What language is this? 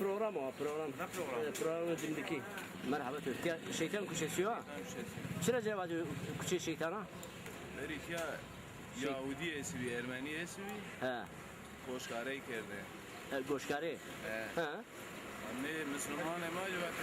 Zaza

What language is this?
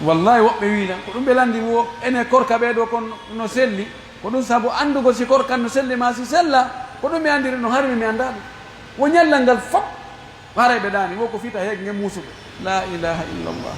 Pular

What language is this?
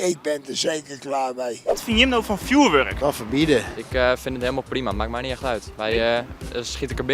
Western Frisian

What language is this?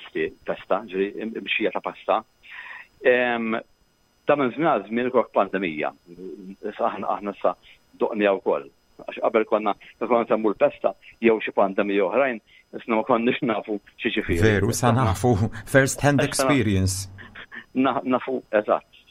Maltese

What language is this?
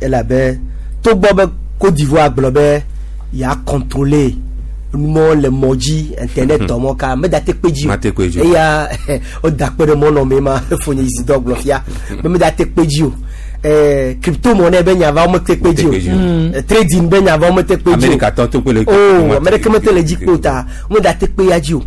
Gen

